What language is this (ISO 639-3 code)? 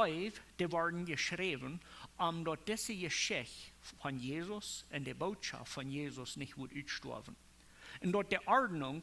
pdt